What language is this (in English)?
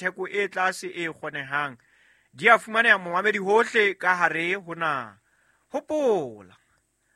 Southern Sotho